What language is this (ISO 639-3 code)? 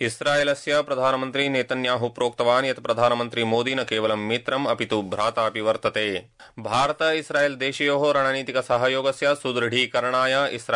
san